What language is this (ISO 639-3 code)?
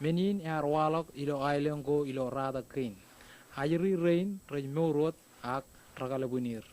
mah